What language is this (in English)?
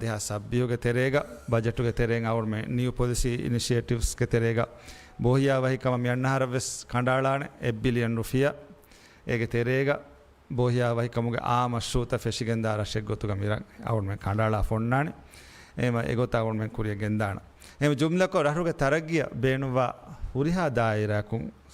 Divehi